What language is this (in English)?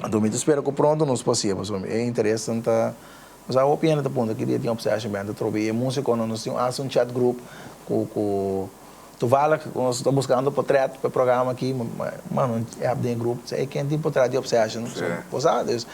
Papiamento